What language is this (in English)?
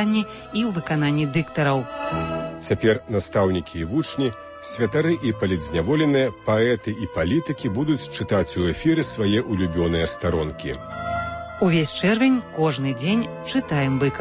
Belarusian